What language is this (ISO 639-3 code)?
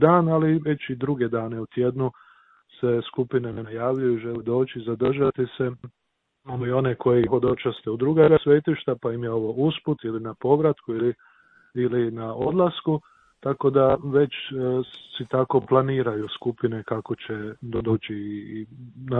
hrv